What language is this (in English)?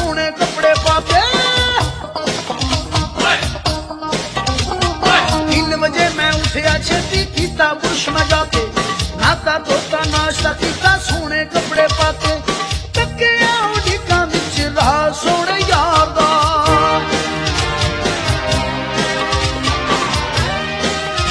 Punjabi